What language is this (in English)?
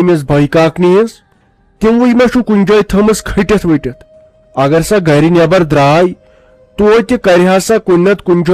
Kashmiri